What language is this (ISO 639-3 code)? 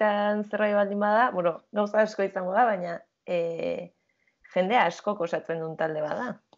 eus